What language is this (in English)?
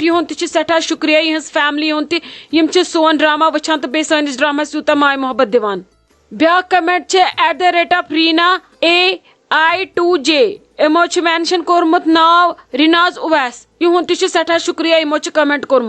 Kashmiri